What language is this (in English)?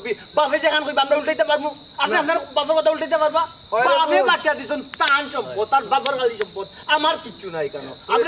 Sylheti